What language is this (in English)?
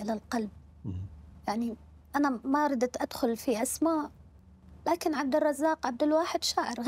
Mesopotamian Arabic